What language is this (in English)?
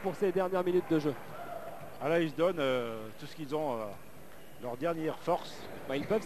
French